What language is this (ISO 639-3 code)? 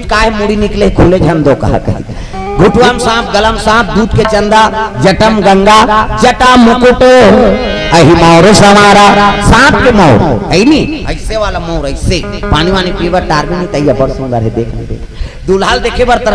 hne